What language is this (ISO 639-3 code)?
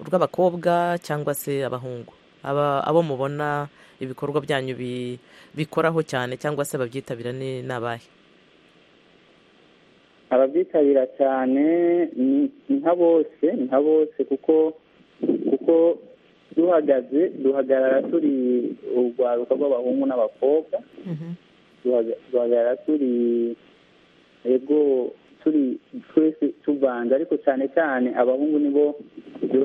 kin